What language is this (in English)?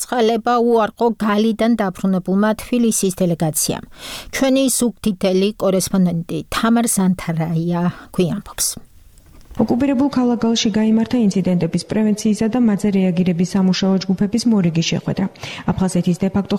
Georgian